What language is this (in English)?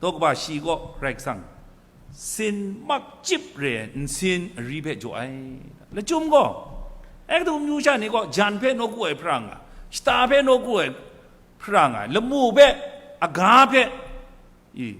Kachin